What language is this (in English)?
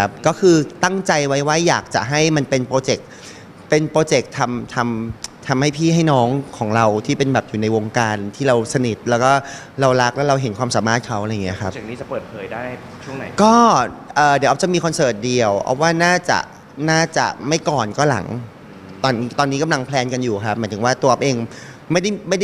Thai